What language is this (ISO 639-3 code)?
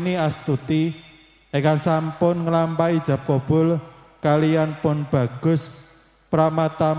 jav